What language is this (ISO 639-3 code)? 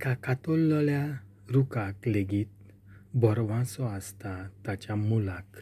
kok